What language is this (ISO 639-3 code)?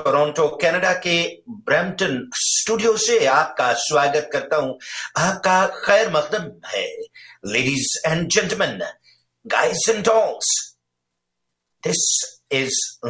hin